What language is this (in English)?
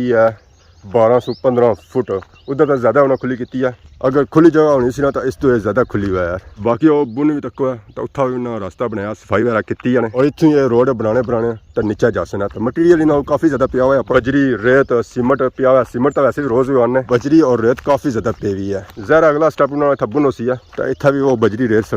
Pahari-Potwari